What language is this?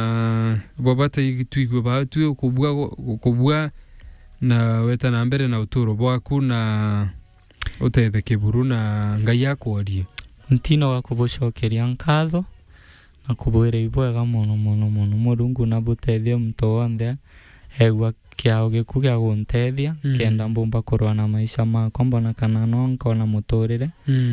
Meru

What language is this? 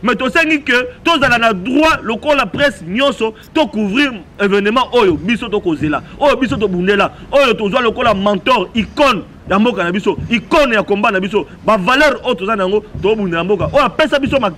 Lingala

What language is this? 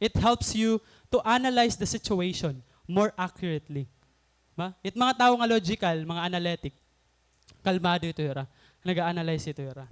Waray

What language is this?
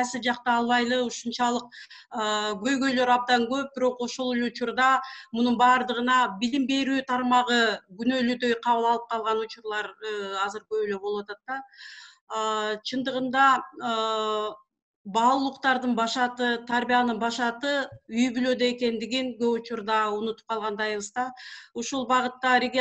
Kyrgyz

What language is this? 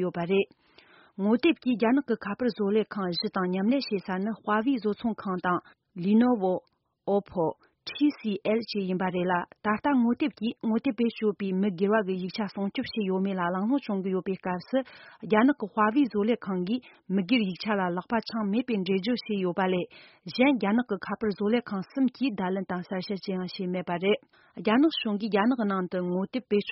Tibetan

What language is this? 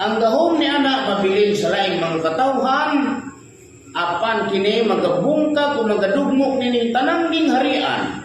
Cebuano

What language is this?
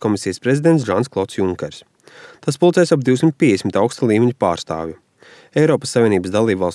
Latvian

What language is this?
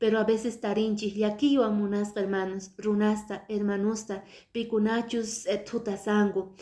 Quechua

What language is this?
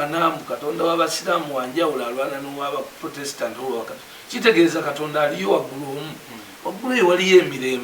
Ganda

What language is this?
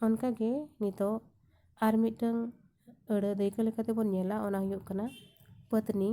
Santali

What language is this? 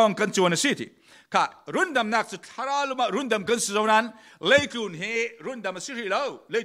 Falam Chin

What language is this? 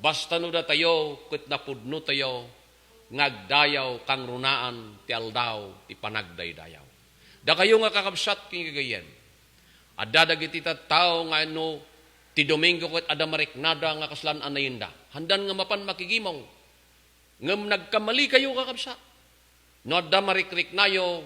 Iloko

